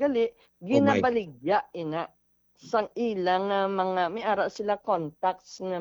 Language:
Hiligaynon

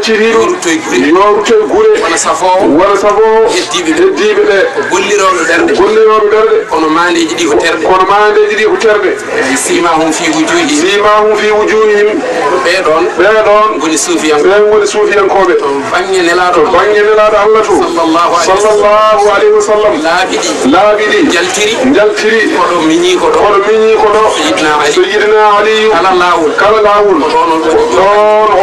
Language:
Fula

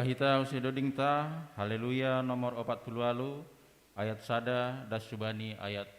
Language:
Batak Simalungun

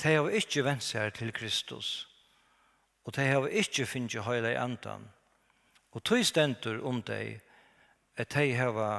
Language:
Faroese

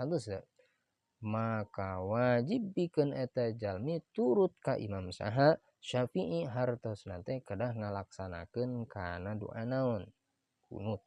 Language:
Sundanese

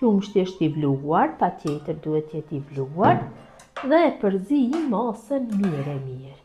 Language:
Albanian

